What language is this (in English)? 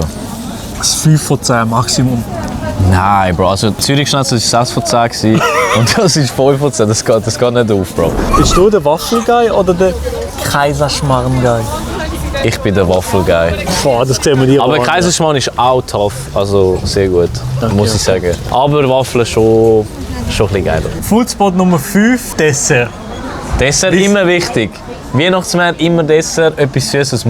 Swiss German